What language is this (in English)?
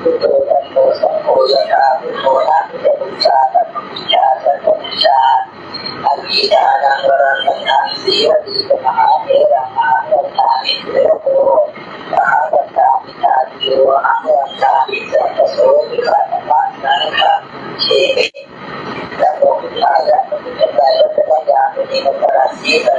Pali